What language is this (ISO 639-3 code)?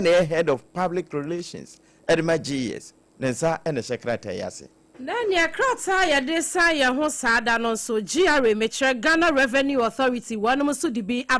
aka